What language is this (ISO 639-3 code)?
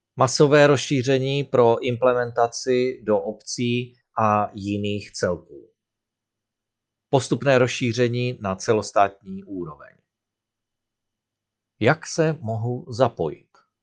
ces